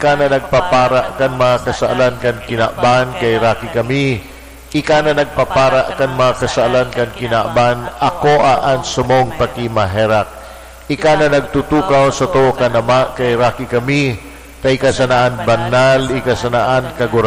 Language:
Bikol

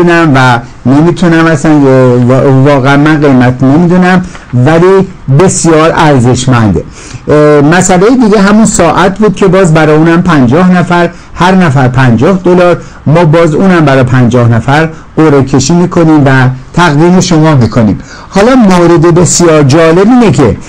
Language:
Persian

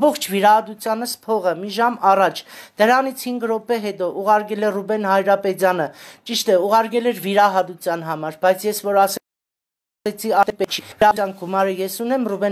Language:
Armenian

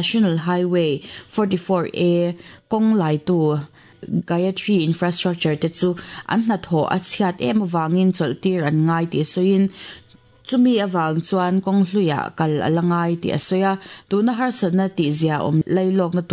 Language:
Mizo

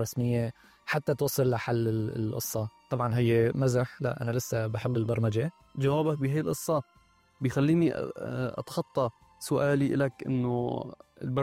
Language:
North Levantine Arabic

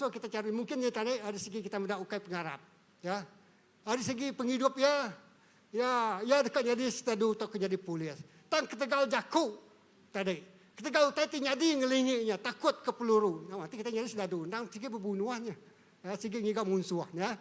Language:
Iban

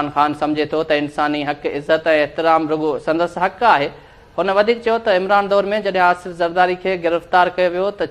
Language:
Sindhi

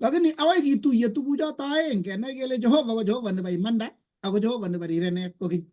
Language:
Kalenjin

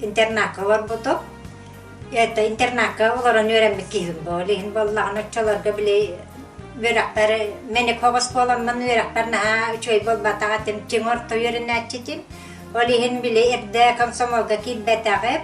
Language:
Yakut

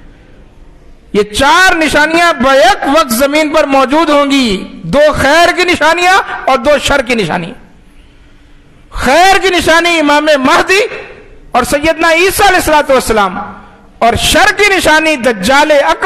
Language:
Urdu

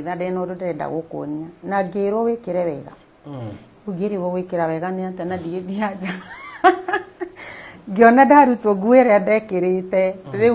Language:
Kikuyu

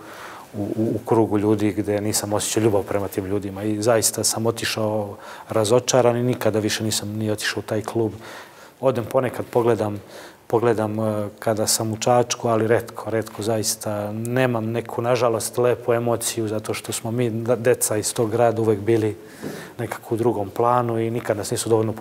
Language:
Serbian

